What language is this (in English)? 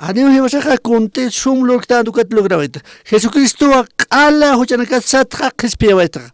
Aymara